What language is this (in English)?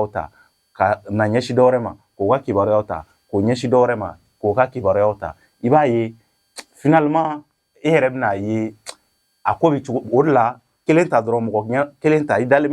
Bambara